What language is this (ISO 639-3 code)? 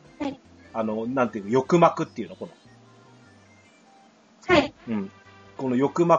jpn